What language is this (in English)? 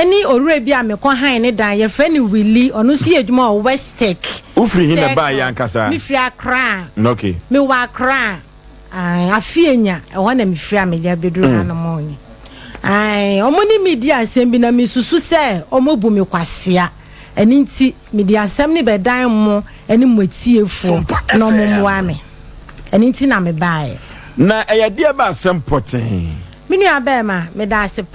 Akan